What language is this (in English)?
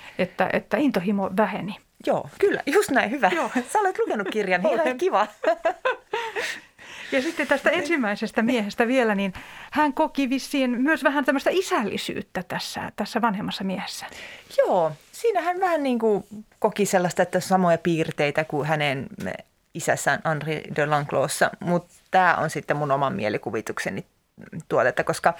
Finnish